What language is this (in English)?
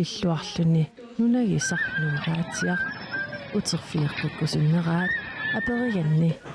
Kalaallisut